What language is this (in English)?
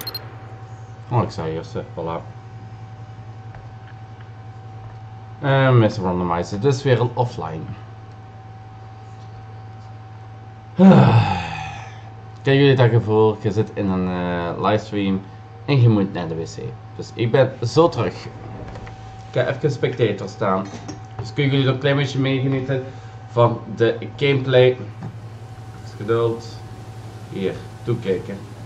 Dutch